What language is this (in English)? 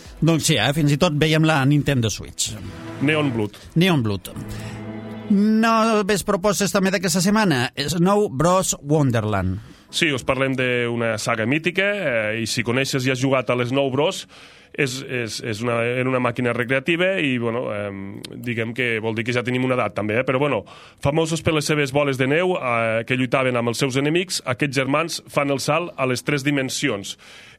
Catalan